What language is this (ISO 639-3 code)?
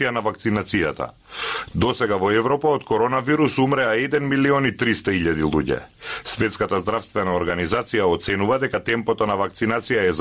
mkd